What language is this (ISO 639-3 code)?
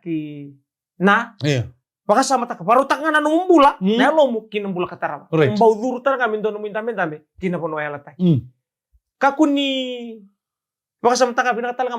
fij